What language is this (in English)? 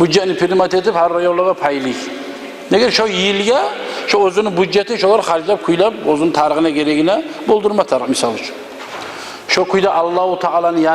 Kumyk